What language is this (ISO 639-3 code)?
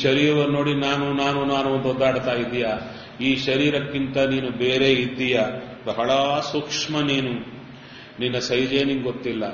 kan